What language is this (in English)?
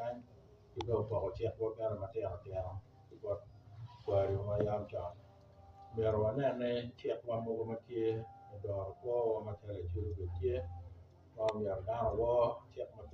Acoli